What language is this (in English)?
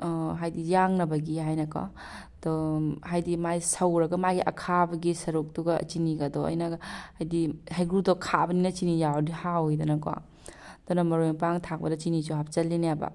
Manipuri